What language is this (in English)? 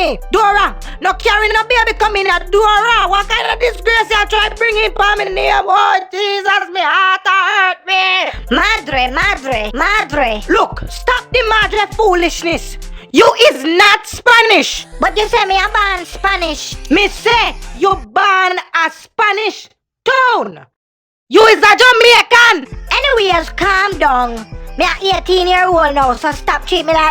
Jamaican Creole English